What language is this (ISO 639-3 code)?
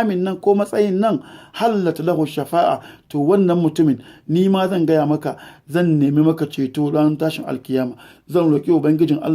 hau